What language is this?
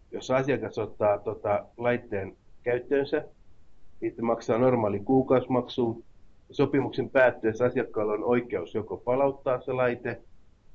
Finnish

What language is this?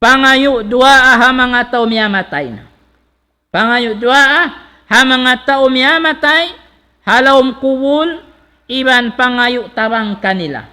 Tausug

